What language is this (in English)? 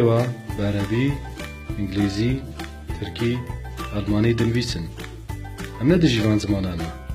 Kurdish